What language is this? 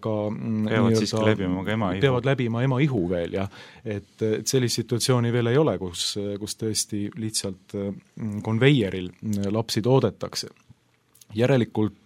Estonian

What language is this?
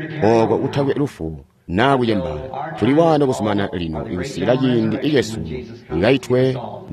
Tonga (Zambia)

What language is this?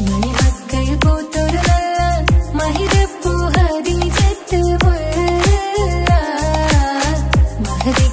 Malayalam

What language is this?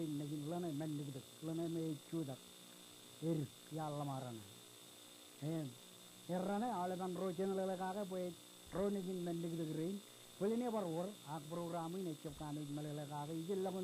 Marshallese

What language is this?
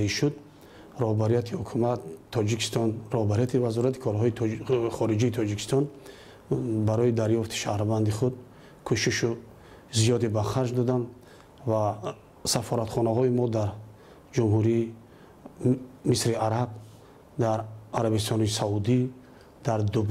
Tajik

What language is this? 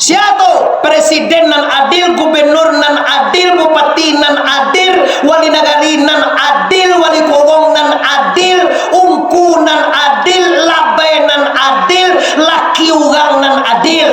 Minangkabau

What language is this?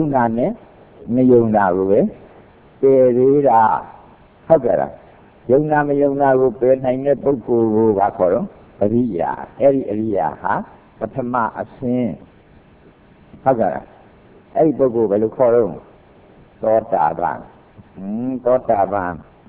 Burmese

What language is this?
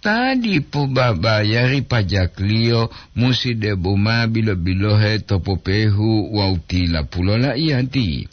Gorontalo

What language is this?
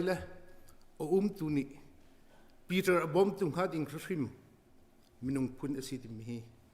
Hakha Chin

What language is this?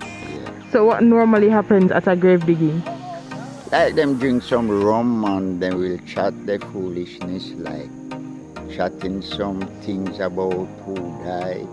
Jamaican Creole English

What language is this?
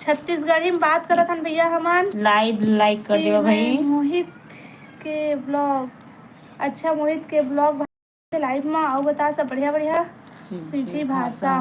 Chhattisgarhi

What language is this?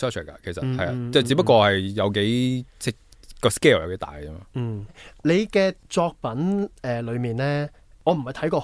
Cantonese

